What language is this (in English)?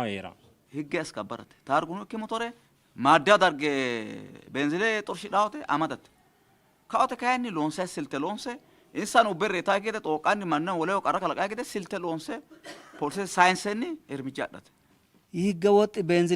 Sidamo